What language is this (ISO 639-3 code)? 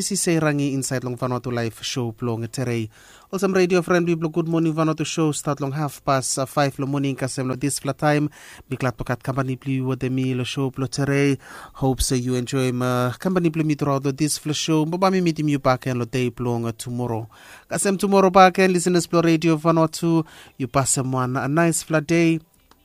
bis